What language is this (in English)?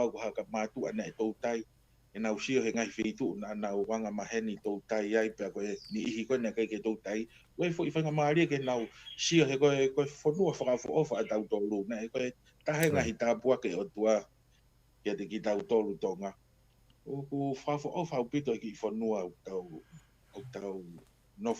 Tongan